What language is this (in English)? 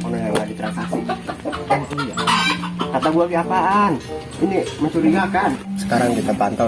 Betawi